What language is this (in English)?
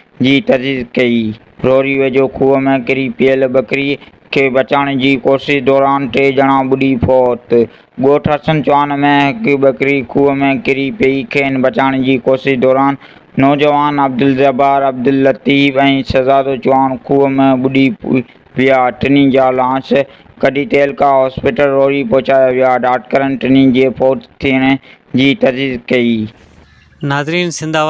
Sindhi